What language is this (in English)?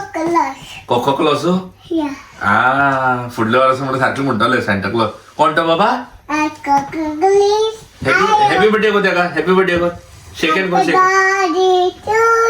Konkani